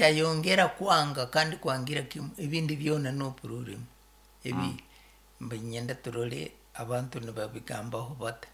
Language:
Nyankole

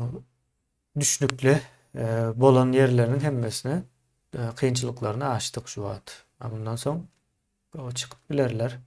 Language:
Turkmen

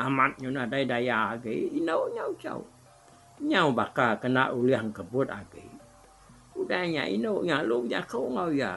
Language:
Iban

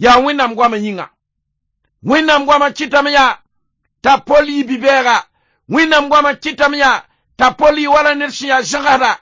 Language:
Mossi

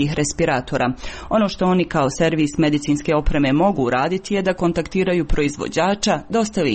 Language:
Serbian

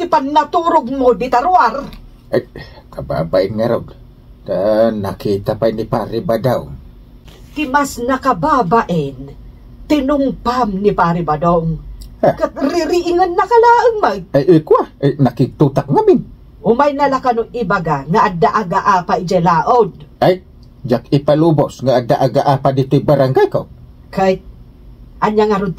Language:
Iloko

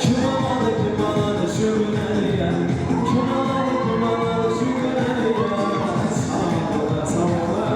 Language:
Kara-Kalpak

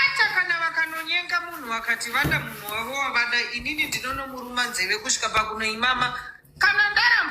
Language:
Shona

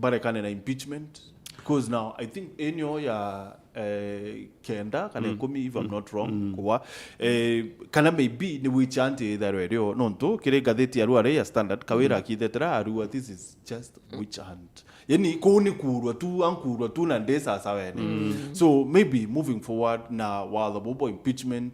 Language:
Meru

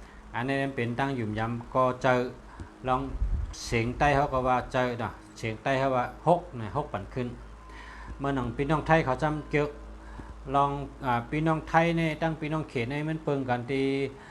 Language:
Shan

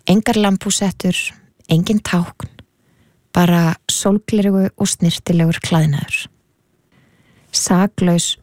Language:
Icelandic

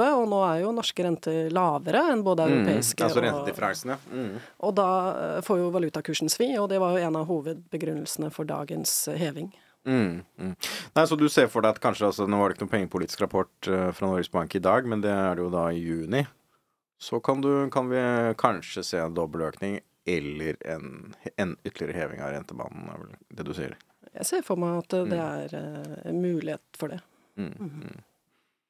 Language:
Norwegian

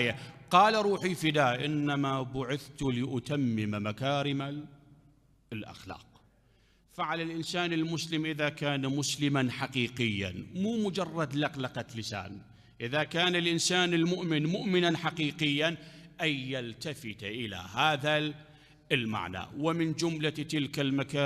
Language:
Mesopotamian Arabic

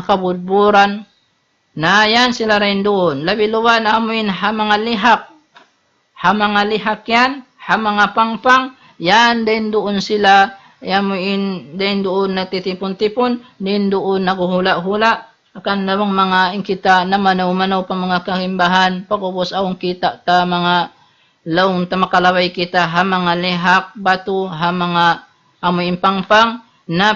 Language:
Tausug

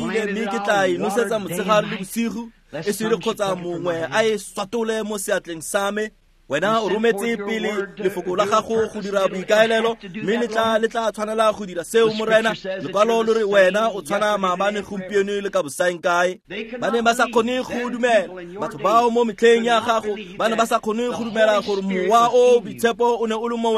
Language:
Tswana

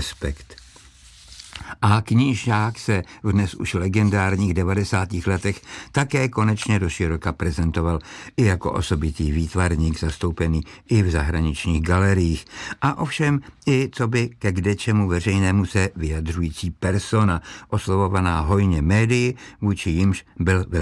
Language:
Czech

